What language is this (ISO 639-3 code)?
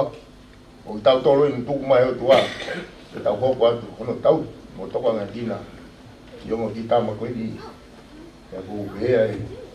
ton